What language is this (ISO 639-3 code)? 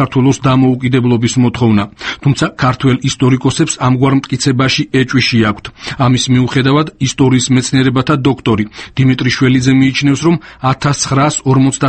kat